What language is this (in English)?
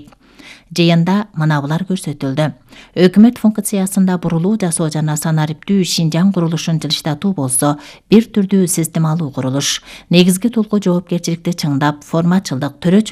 Kyrgyz